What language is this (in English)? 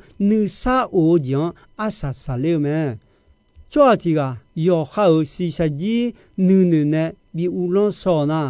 Akha